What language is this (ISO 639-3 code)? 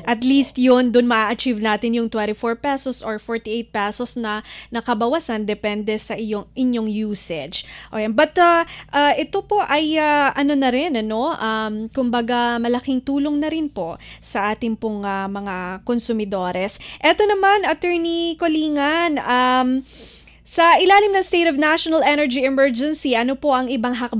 fil